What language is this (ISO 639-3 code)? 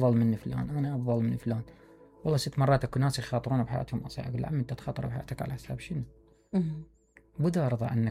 acm